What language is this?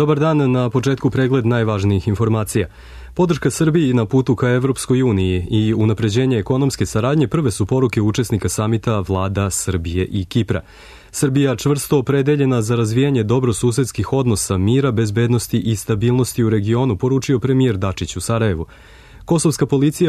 Serbian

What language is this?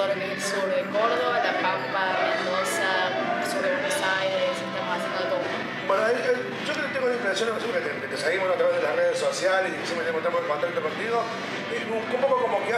Spanish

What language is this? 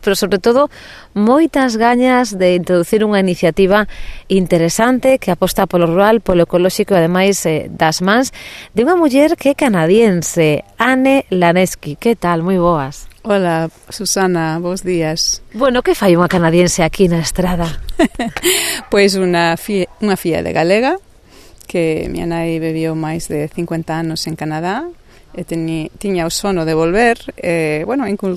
Galician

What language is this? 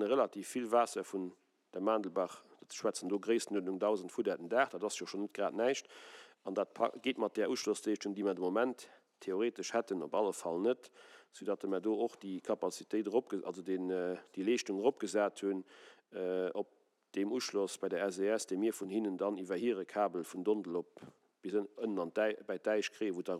Luxembourgish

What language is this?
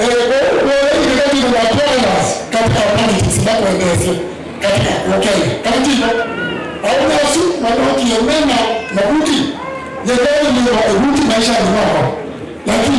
Kamba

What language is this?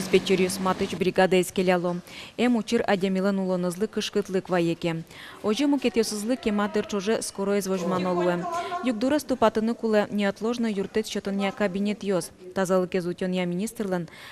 Udmurt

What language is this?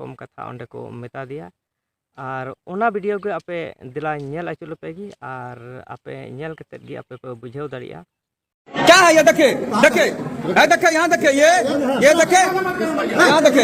Santali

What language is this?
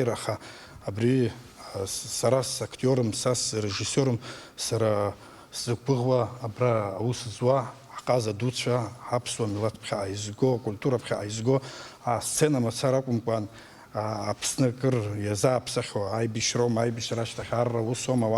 Abkhazian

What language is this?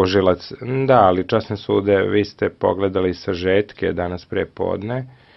Serbian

